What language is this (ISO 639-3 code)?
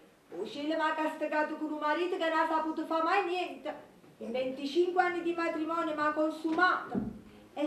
nap